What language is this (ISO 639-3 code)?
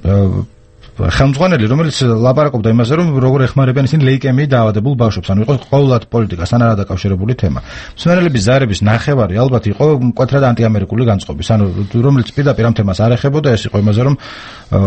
kat